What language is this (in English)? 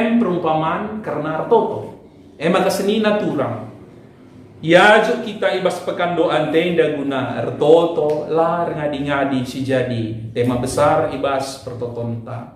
Batak Karo